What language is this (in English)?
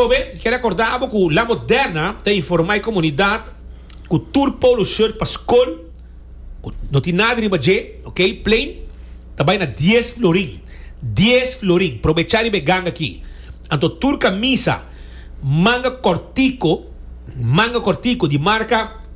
Papiamento